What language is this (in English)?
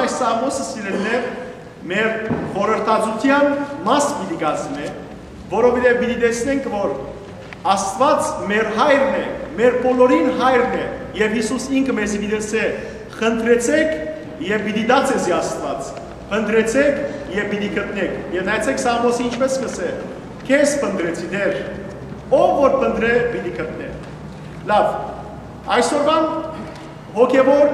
Western Armenian